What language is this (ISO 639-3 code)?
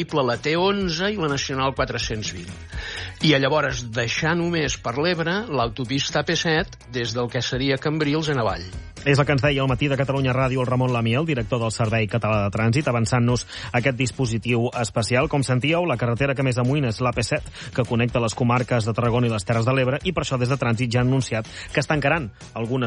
cat